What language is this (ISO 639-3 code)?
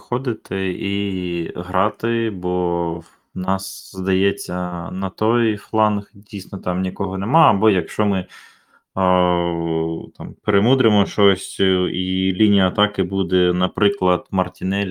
ukr